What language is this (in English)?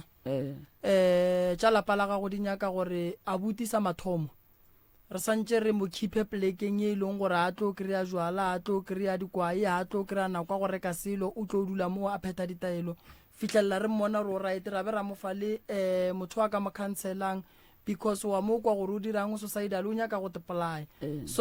Northern Sotho